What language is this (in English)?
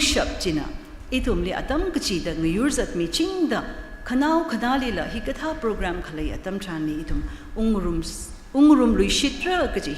Tangkhul Naga (India)